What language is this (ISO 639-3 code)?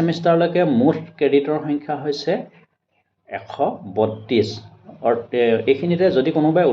asm